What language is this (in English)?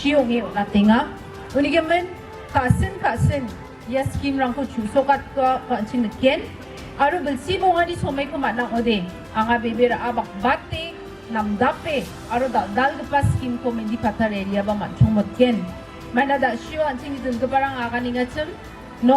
Garo